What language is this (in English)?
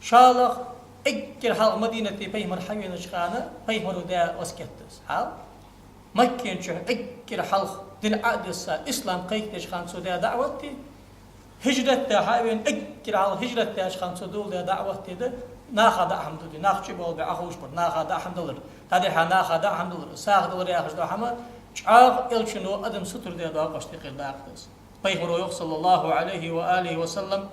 Ingush